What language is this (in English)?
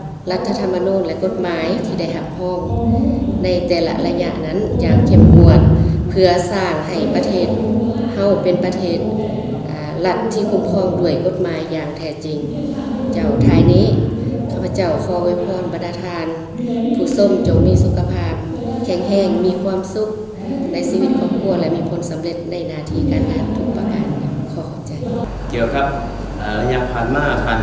Lao